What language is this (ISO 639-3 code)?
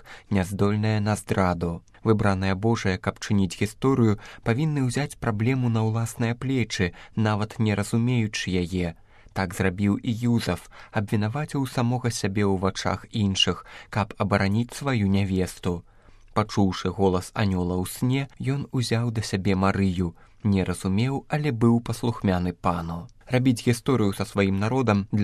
bel